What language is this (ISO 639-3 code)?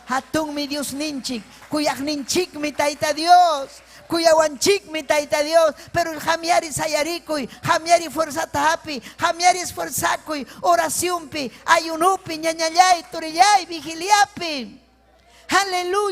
quy